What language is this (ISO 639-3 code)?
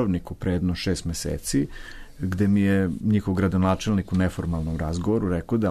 srp